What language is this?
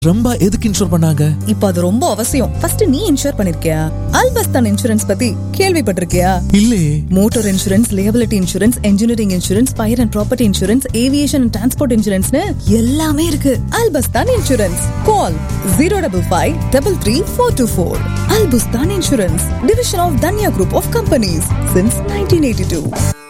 Tamil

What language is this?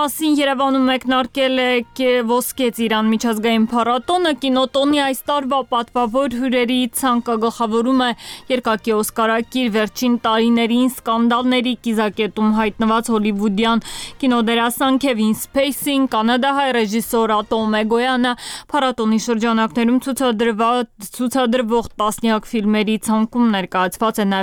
Armenian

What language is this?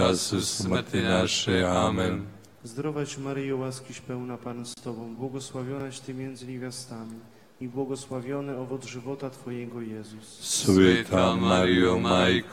Croatian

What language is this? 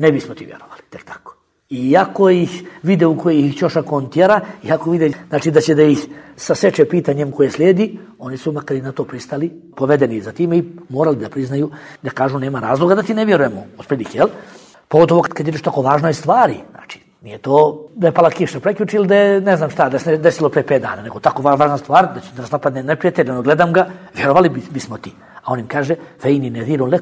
Bosnian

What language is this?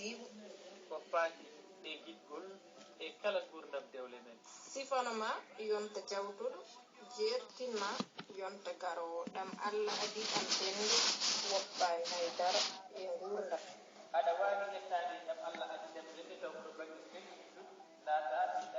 Fula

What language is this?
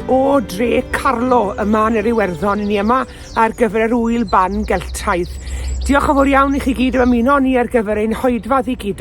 Welsh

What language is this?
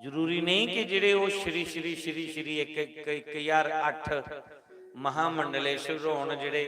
Dogri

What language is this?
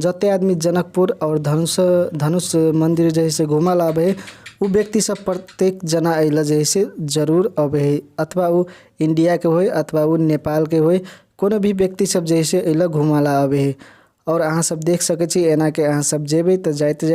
Maithili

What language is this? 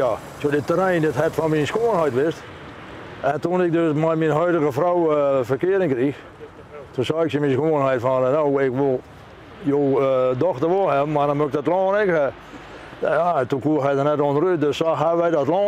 Western Frisian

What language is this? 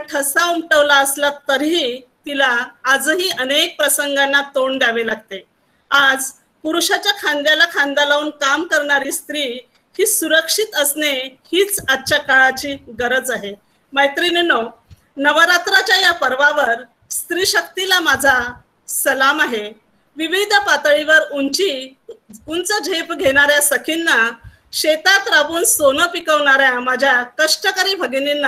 Marathi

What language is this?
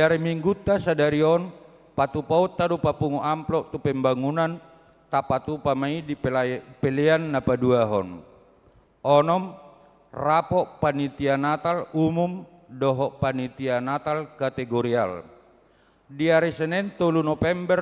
Batak Toba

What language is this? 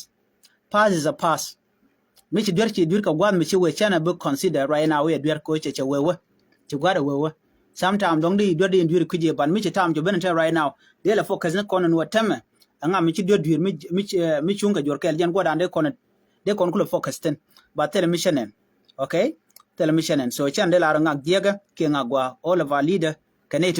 Nuer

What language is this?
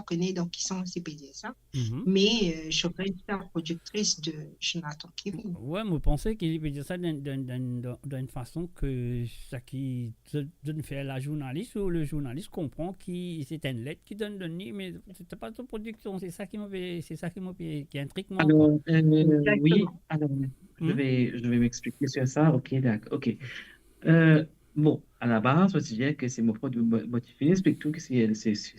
Morisyen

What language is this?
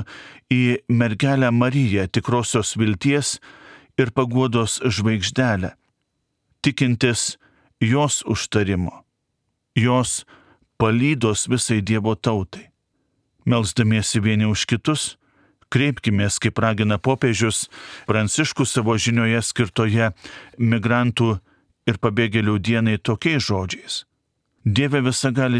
Lithuanian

